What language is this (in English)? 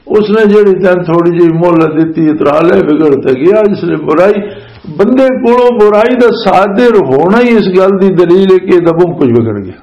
Western Panjabi